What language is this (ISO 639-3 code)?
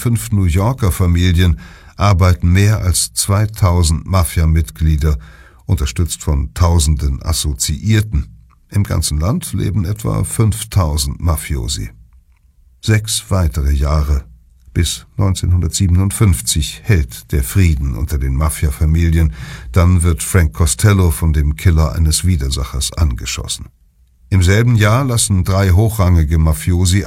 deu